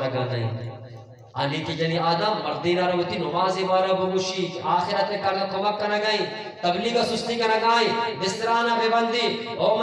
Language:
Eastern Balochi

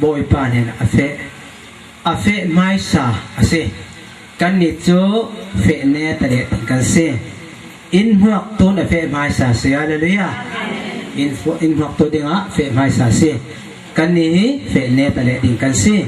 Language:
Falam Chin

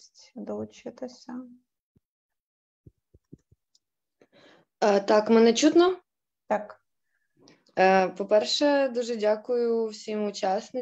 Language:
Ukrainian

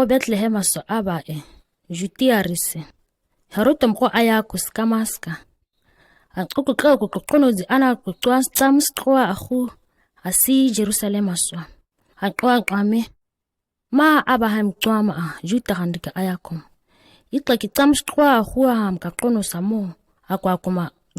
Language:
ǁGana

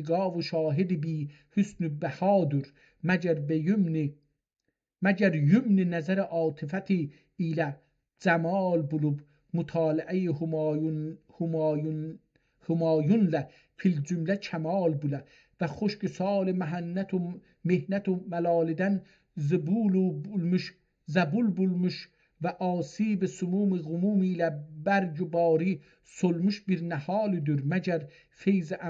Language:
South Azerbaijani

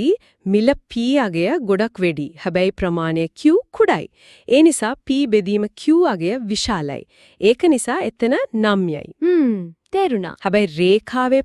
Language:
Sinhala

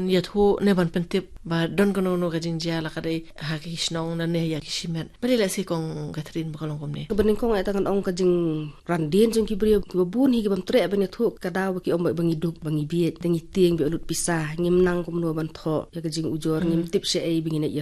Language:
Khasi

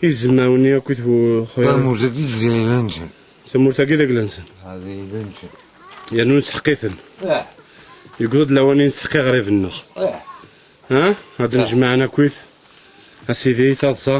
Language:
Kabyle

